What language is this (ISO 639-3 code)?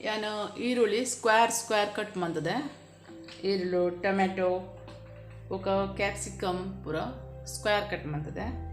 tcy